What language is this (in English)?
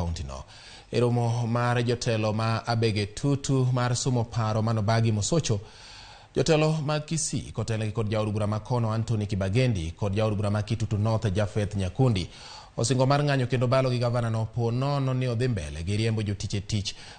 Luo (Kenya and Tanzania)